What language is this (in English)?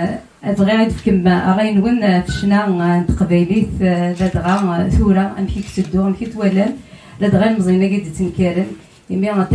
Kabyle